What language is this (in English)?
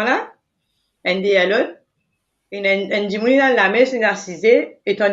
Morisyen